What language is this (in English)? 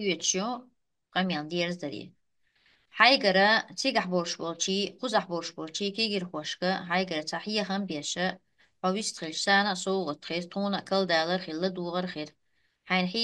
Chechen